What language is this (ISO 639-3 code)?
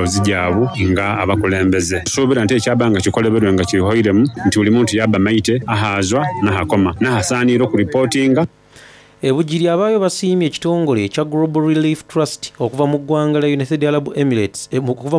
xog